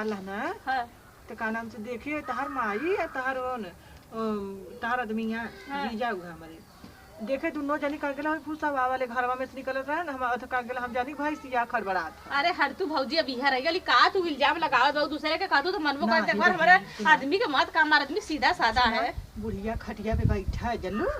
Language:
Awadhi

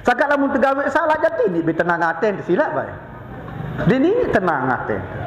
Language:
Sasak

